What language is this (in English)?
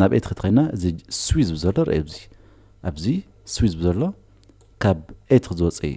Tigrinya